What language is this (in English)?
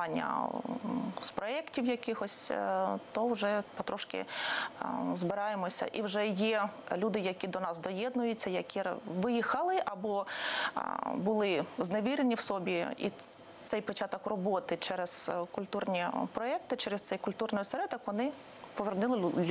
Ukrainian